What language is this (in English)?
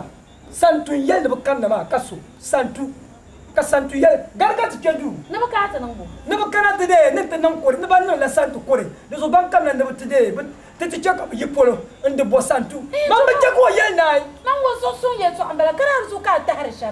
Dagbani